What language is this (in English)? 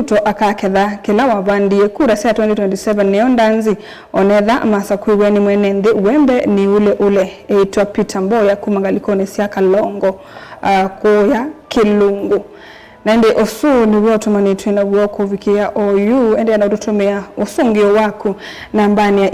Kamba